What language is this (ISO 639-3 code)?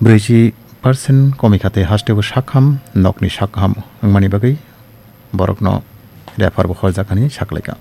trp